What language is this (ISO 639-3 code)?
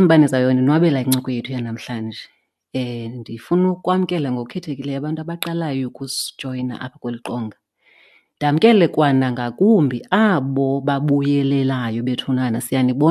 xho